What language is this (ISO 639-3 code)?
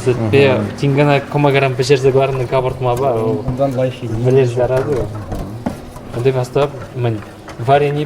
chv